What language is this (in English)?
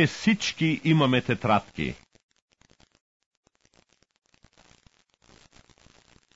Bulgarian